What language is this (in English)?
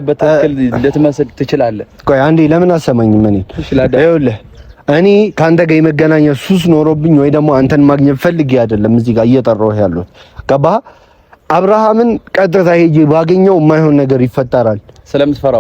Amharic